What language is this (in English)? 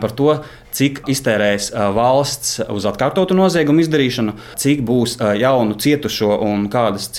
Latvian